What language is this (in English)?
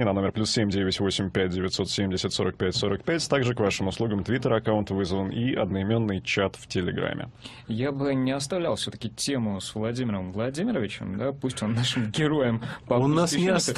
Russian